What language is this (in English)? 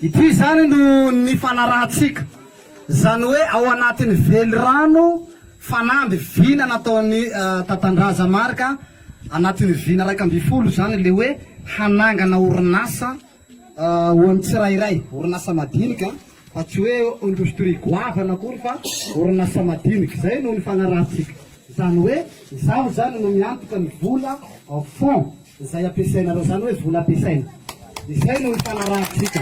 Malagasy